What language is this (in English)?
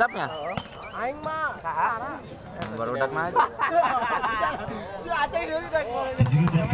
Indonesian